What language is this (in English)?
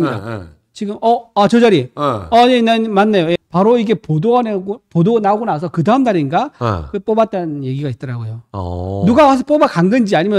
Korean